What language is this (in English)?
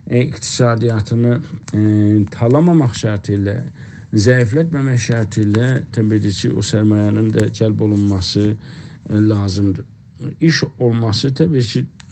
South Azerbaijani